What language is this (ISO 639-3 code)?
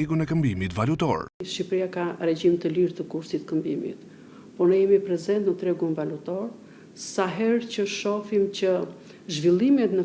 sqi